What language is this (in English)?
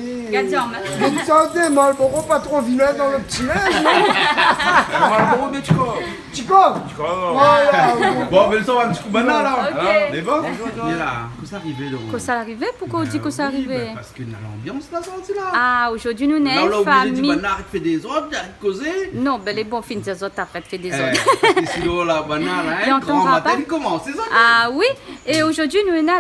Réunion Creole French